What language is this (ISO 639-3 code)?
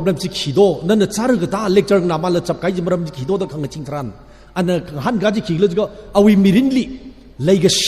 nmf